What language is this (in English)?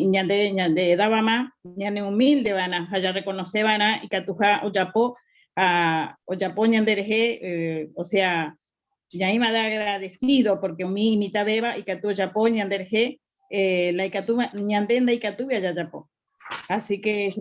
Guarani